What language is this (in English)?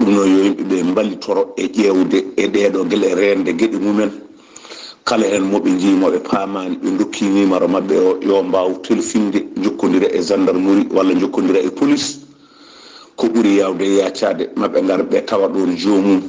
Fula